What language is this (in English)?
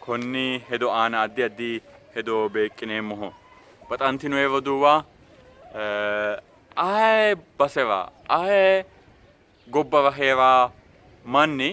Sidamo